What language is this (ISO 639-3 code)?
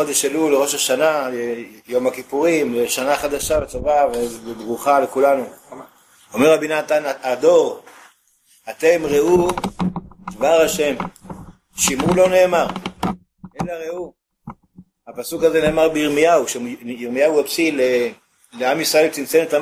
heb